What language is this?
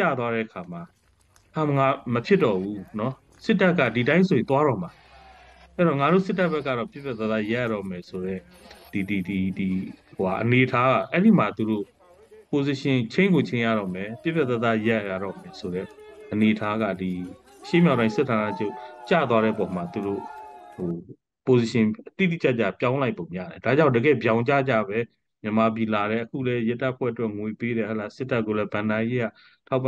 Burmese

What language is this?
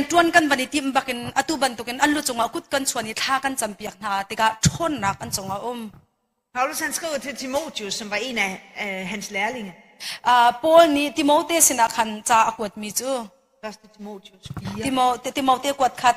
Hakha Chin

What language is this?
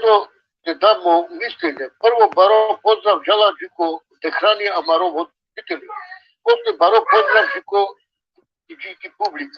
Balkan Romani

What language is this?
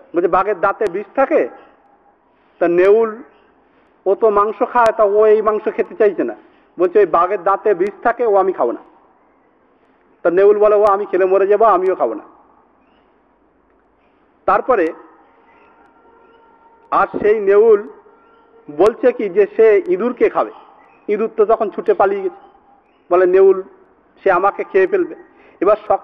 Bangla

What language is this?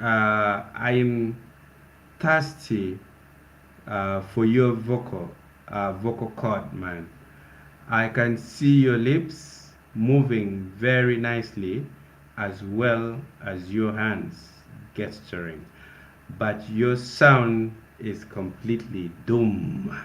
Acoli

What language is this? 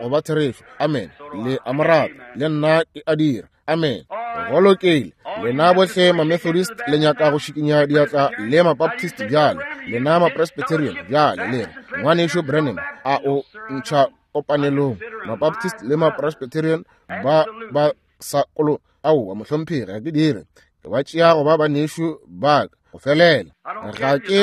Northern Sotho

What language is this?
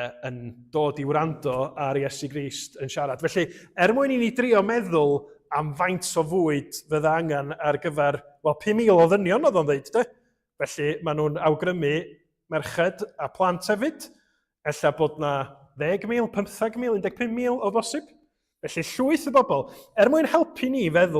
Welsh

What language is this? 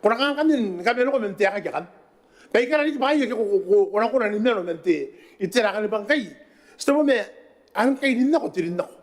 Gilbertese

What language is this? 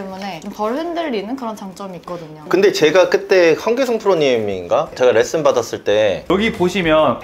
Korean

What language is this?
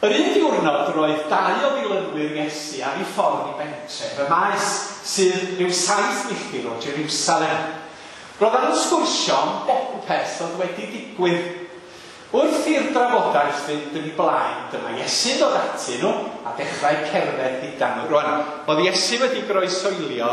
Welsh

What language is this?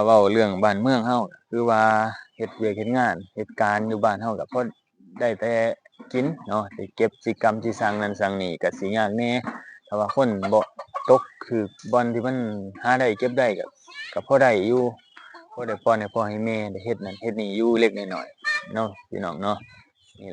Lao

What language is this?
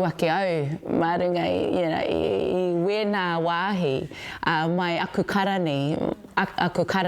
Māori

